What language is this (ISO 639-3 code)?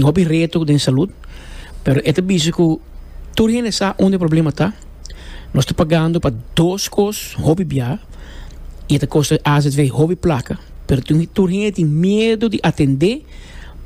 pap